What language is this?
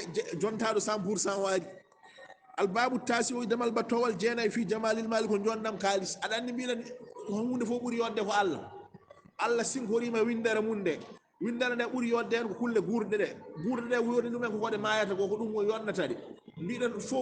Fula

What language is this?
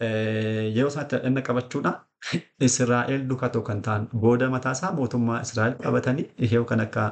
Oromo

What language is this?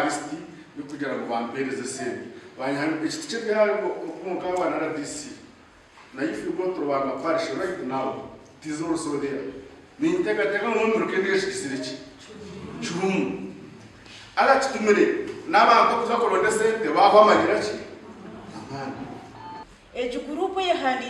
Nyankole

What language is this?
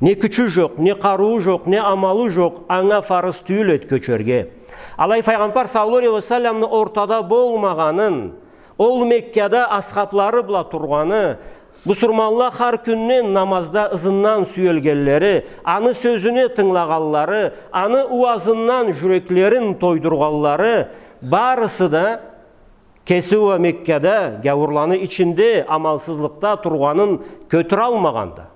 Karachay-Balkar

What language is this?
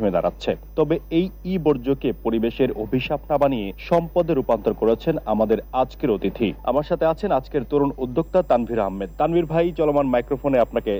Bangla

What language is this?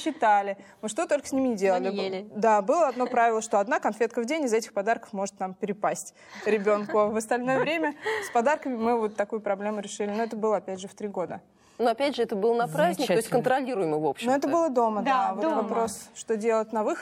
Russian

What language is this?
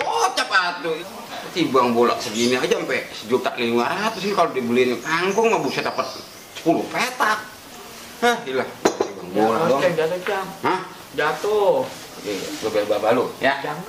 Betawi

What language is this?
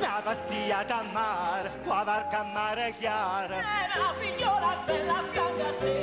Neapolitan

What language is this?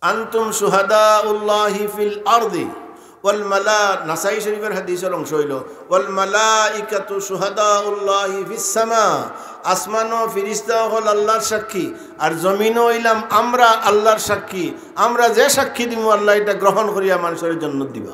Sylheti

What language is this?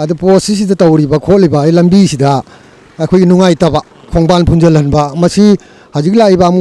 Manipuri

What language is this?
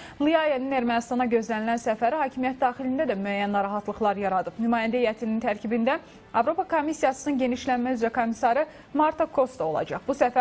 Azerbaijani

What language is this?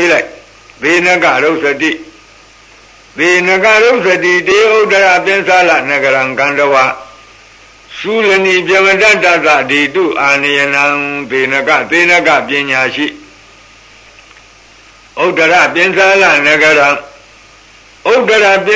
Burmese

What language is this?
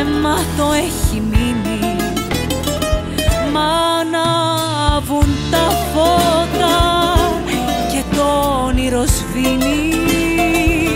Greek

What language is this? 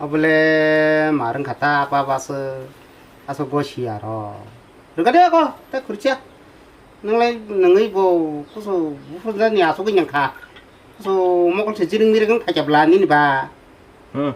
Kok Borok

